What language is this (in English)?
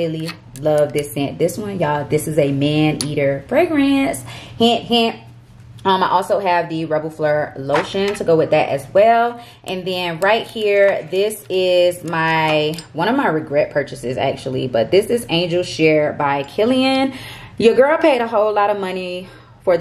English